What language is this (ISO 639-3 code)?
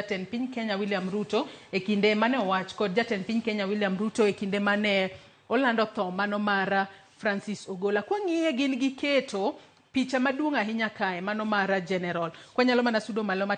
luo